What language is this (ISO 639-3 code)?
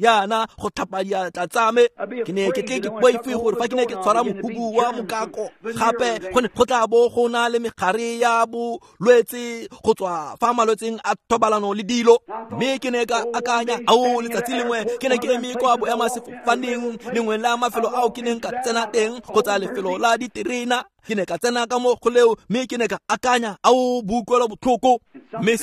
tsn